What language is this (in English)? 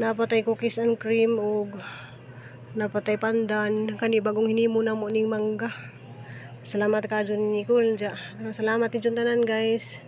Cebuano